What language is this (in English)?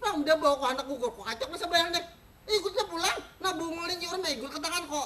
Banjar